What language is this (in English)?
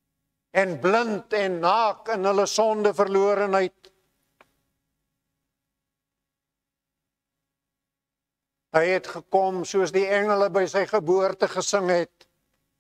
Afrikaans